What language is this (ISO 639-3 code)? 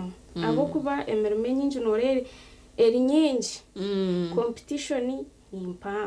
nyn